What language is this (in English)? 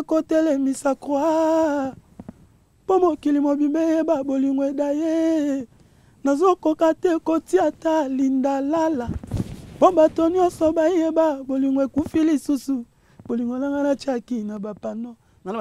Lingala